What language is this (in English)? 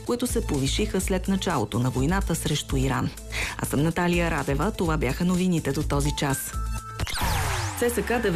Bulgarian